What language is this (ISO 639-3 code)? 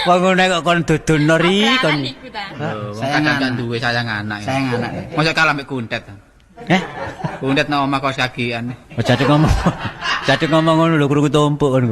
jav